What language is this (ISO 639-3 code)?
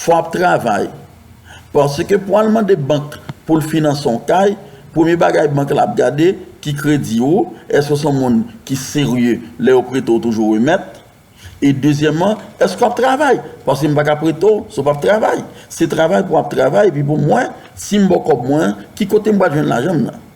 hat